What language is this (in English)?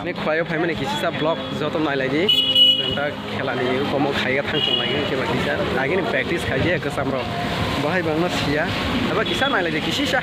Kok Borok